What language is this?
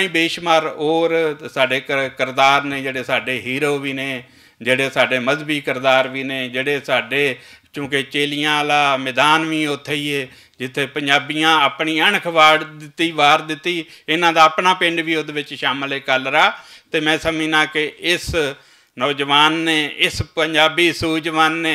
Western Panjabi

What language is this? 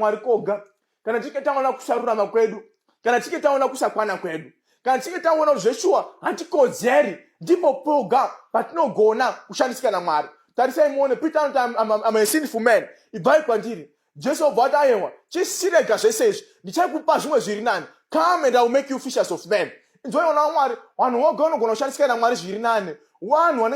Shona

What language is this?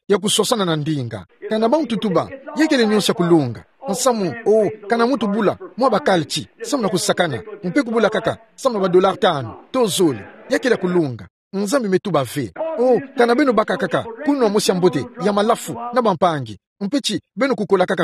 Kituba (Democratic Republic of Congo)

